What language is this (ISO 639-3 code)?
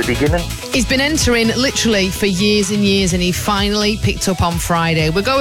eng